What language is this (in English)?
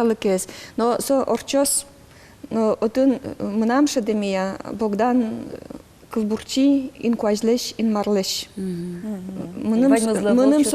Udmurt